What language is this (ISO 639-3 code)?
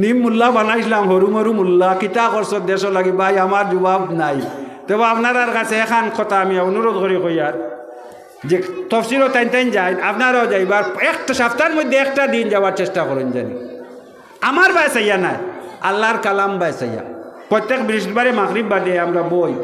syl